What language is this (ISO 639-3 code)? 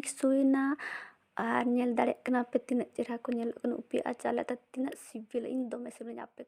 sat